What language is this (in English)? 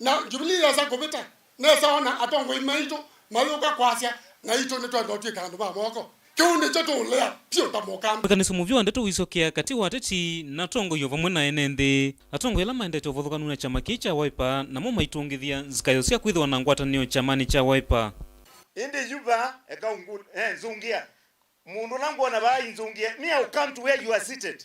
Kamba